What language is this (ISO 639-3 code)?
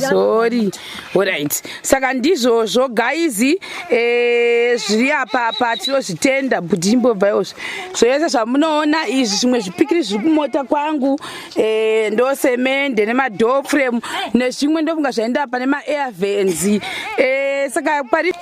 sna